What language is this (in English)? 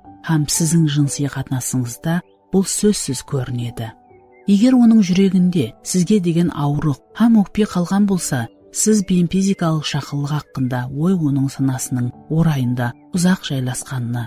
Kara-Kalpak